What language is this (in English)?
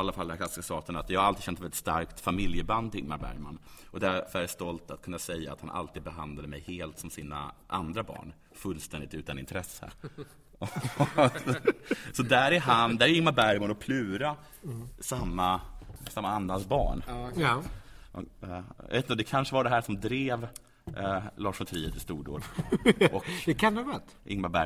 Swedish